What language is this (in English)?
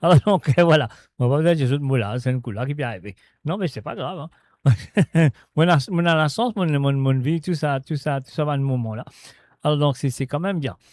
Morisyen